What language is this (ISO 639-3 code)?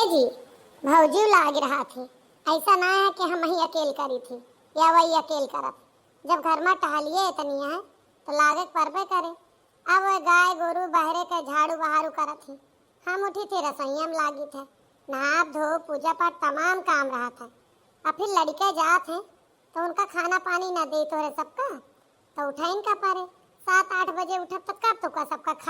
awa